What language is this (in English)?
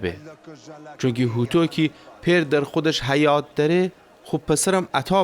Gilaki